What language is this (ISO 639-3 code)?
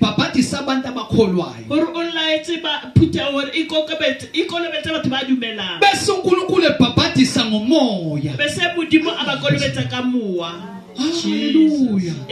zul